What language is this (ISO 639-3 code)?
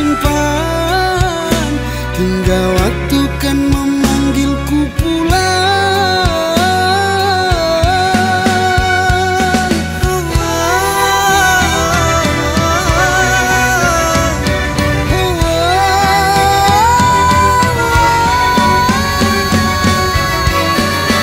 ind